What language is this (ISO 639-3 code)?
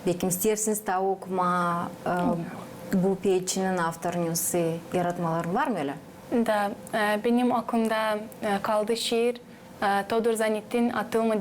gag